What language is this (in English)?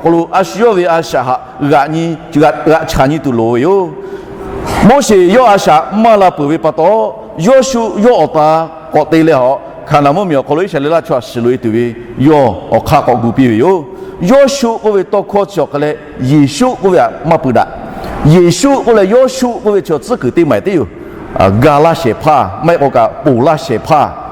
Lahu